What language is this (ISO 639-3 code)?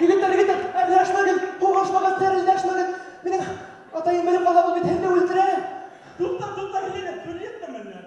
bak